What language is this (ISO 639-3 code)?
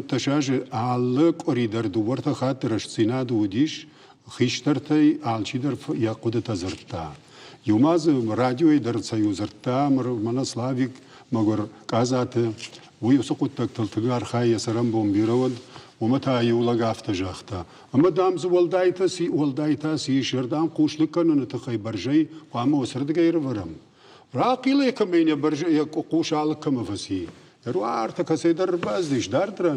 oss